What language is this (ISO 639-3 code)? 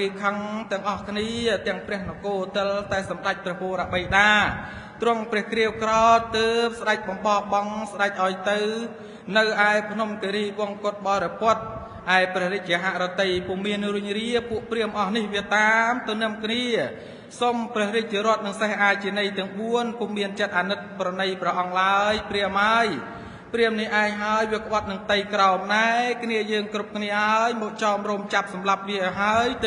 khm